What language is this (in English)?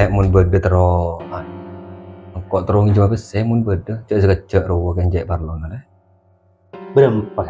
Madurese